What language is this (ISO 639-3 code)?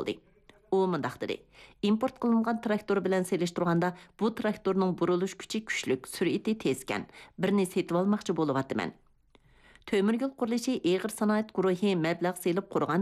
uig